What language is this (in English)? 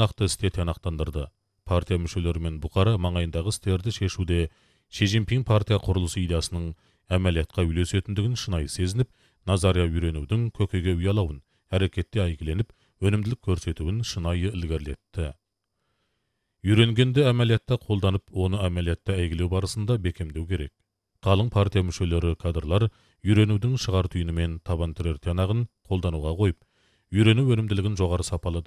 Kazakh